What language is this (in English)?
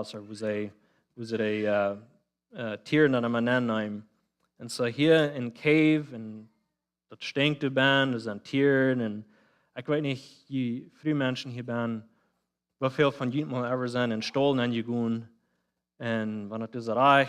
Plautdietsch